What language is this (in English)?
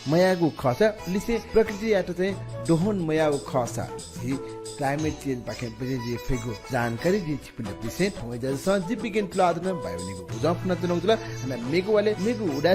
Newari